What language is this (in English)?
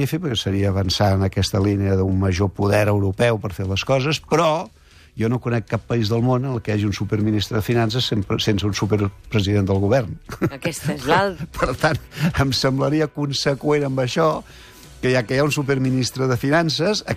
Catalan